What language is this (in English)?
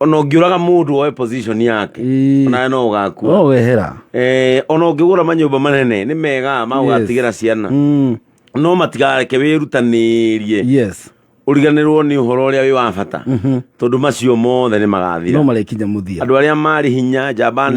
Kikuyu